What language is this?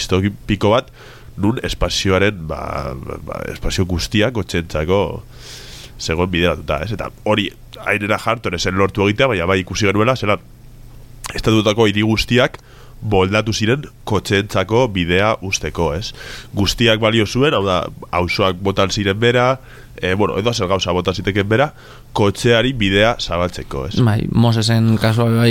Basque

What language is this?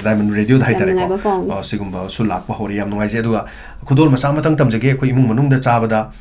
Manipuri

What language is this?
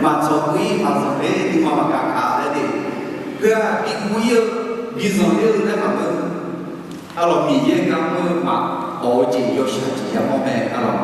Akha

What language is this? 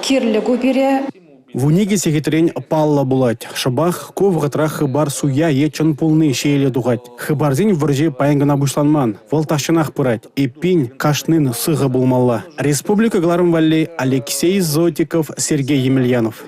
Chuvash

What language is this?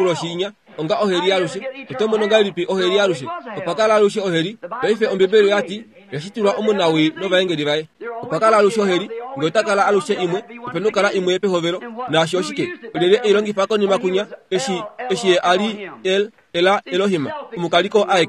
Kuanyama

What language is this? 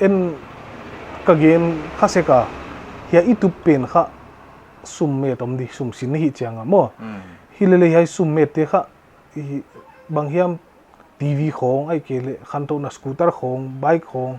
Paite Chin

